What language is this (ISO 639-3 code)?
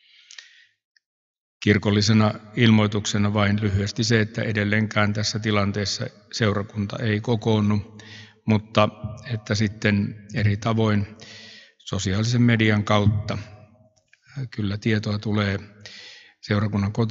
fin